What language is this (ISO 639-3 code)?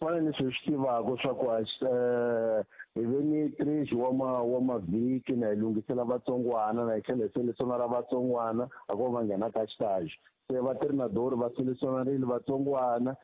tso